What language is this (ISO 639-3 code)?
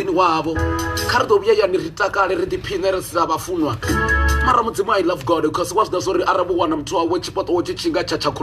ven